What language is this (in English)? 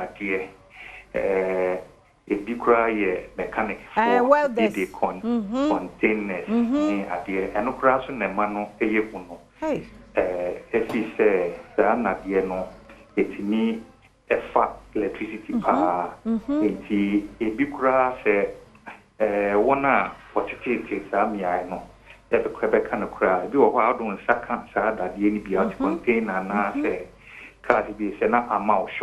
Akan